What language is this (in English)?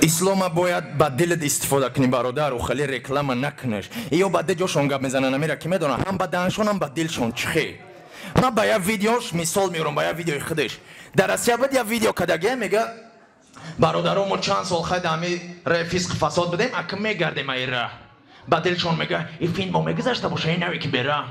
Tajik